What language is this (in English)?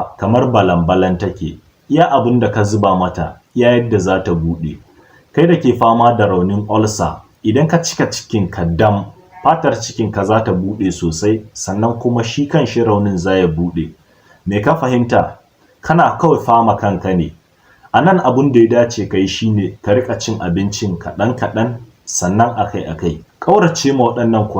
Hausa